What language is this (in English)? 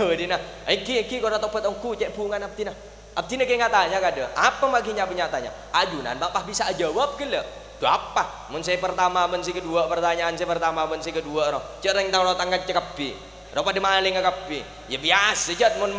Madurese